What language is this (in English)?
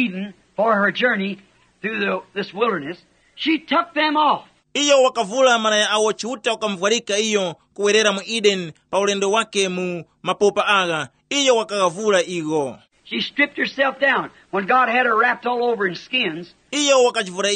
Tumbuka